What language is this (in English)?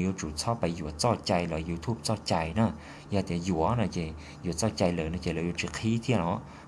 Hmong